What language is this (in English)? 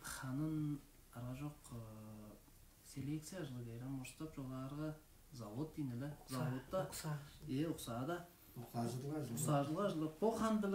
Tuvinian